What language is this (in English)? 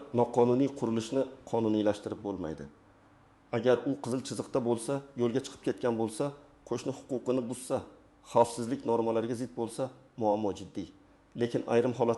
Uzbek